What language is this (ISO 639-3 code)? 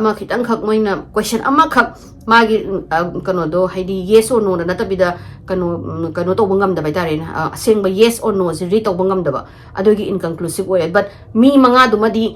mni